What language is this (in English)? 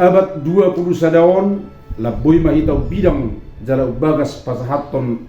Batak Toba